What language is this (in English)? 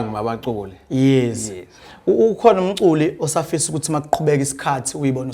Zulu